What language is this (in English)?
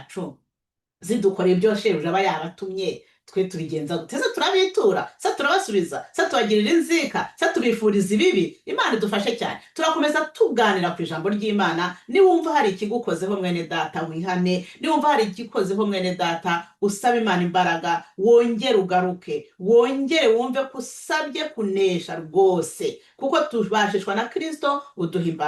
Kinyarwanda